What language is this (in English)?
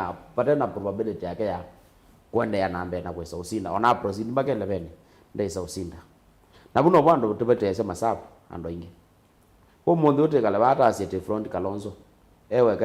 Kamba